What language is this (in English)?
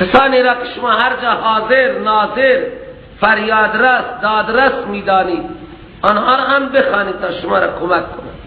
Persian